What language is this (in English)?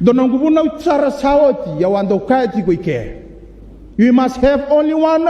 Fijian